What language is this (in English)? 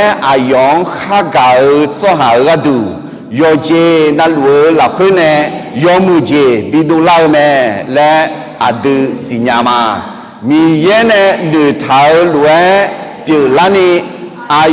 Akha